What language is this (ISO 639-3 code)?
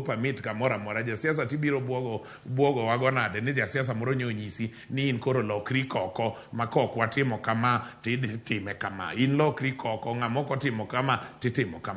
luo